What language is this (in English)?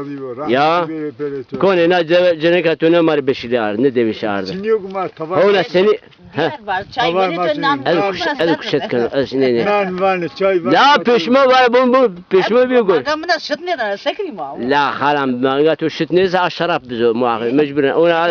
Zaza